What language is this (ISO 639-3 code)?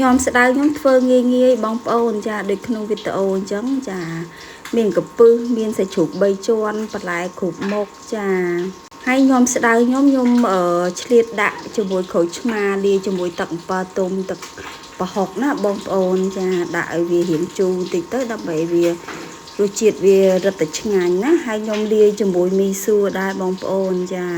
khm